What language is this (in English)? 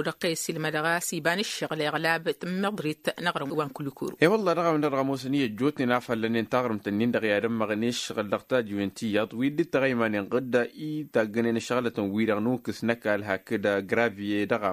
Tamasheq